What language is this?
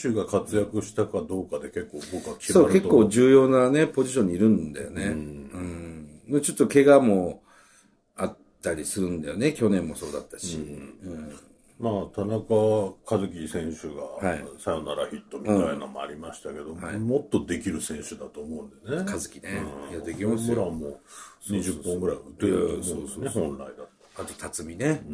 Japanese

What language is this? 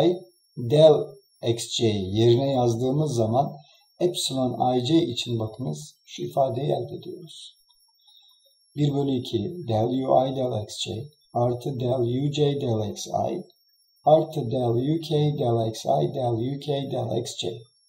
Turkish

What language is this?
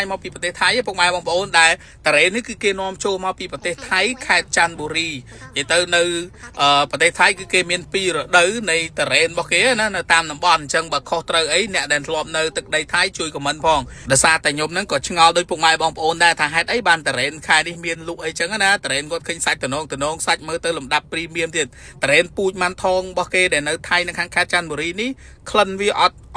Khmer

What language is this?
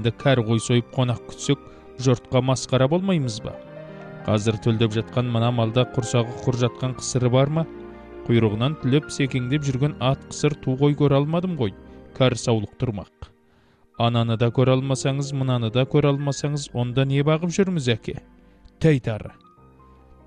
Kazakh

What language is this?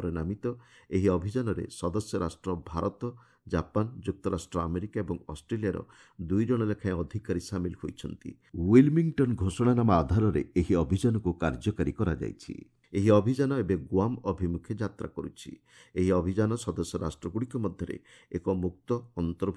Odia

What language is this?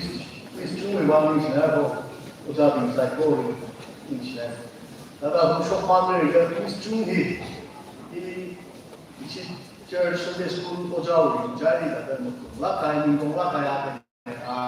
Tangkhul Naga (India)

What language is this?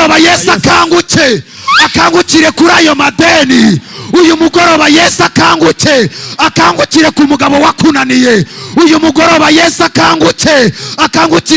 Kinyarwanda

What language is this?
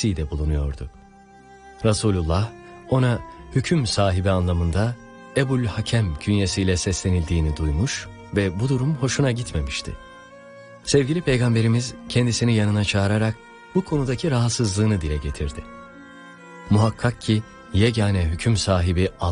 Turkish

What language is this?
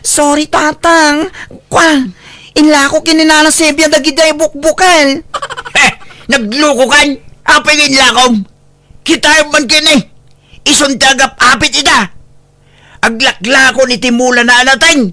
Iloko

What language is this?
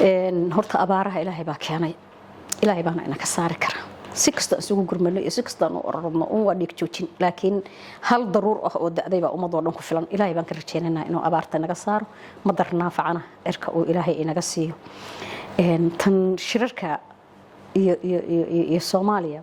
Somali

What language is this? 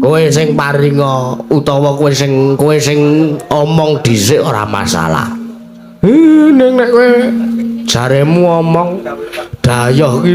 Javanese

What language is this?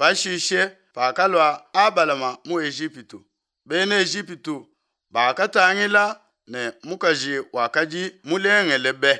Luba-Lulua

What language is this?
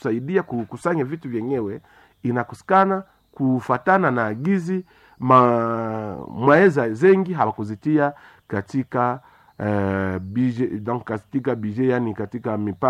Swahili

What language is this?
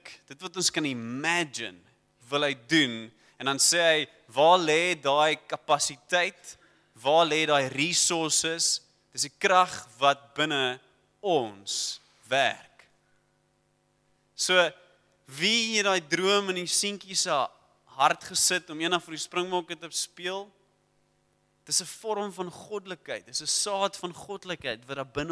Afrikaans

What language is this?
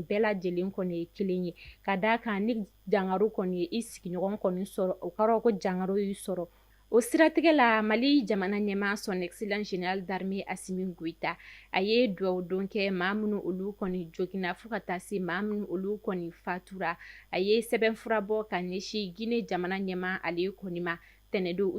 Bambara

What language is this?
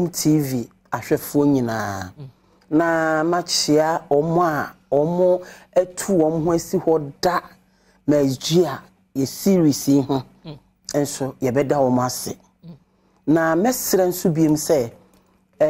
Akan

